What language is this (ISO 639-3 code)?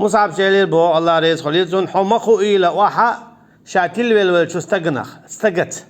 che